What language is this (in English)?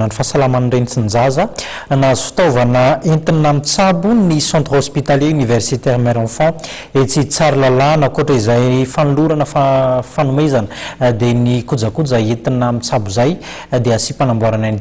Malagasy